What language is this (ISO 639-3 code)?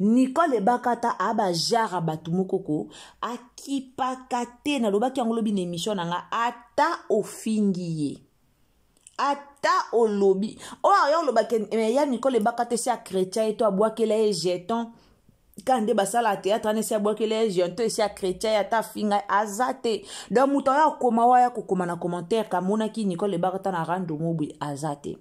lin